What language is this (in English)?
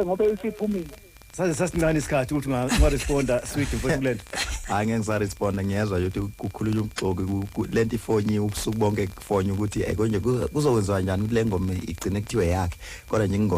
Zulu